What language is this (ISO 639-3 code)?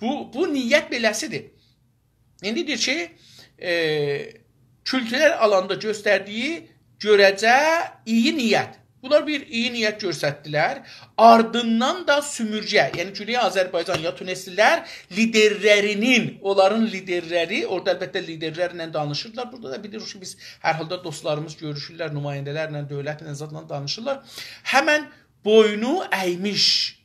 azb